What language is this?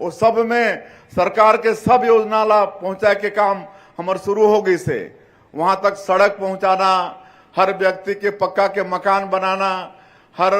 Chhattisgarhi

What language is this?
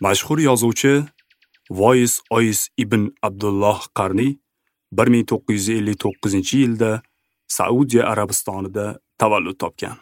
Uzbek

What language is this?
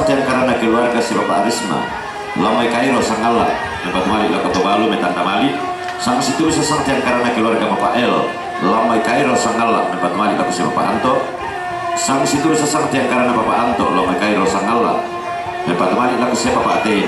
Toraja-Sa'dan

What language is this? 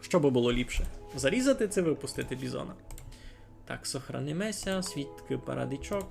Rusyn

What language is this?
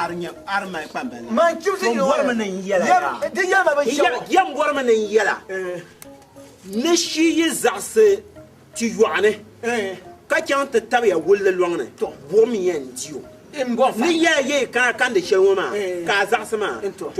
Dagbani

